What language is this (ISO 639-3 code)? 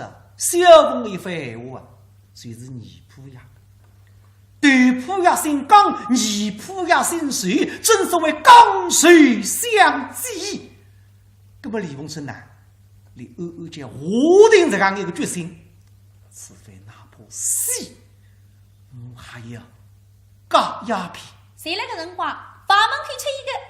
wuu